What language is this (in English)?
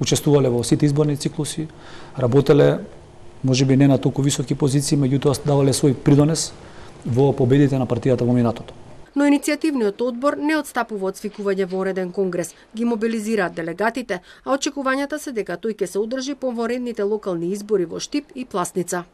Macedonian